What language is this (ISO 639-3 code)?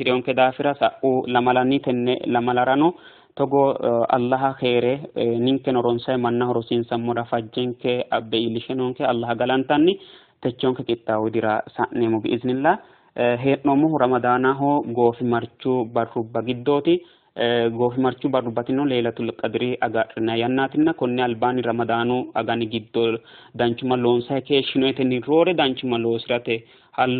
sid